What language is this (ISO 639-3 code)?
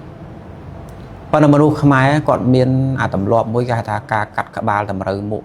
khm